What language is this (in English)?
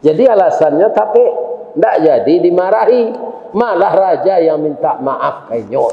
Minangkabau